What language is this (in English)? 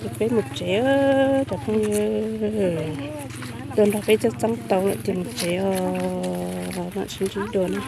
Hmong